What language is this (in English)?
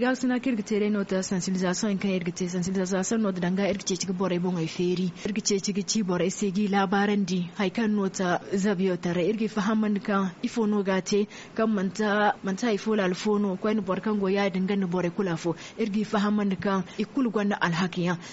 Zarma